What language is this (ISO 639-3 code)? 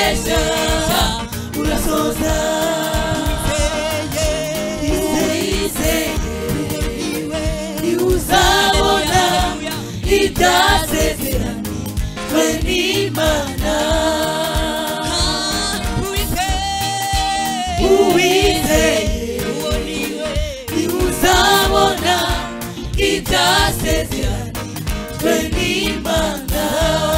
kin